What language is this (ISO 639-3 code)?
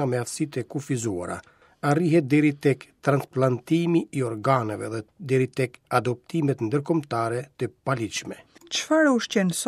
sqi